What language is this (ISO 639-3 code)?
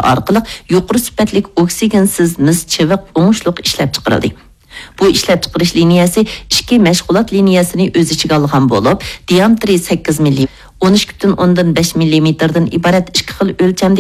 uig